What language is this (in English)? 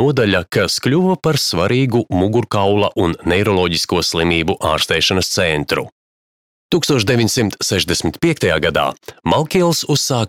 Latvian